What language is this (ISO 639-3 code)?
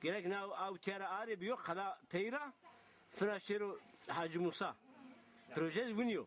zza